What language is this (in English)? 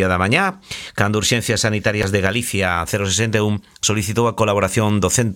Galician